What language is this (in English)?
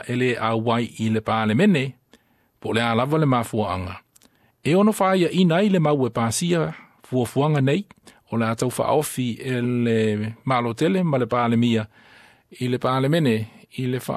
Samoan